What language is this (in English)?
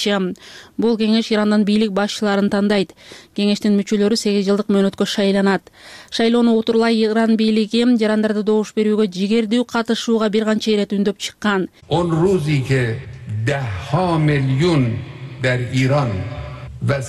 Kyrgyz